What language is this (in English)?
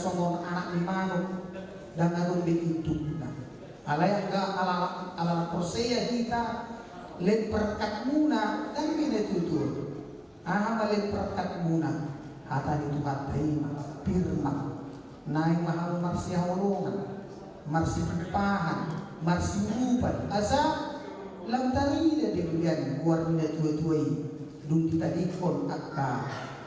Batak Toba